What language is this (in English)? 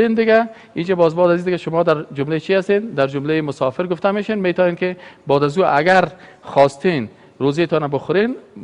Persian